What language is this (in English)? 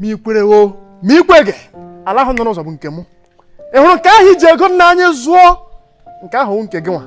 Igbo